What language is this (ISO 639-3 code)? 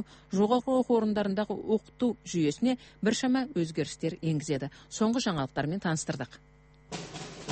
kaz